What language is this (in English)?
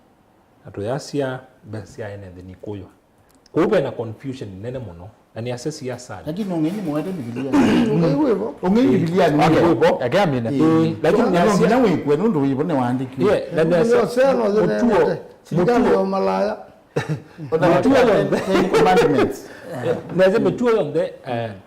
Kamba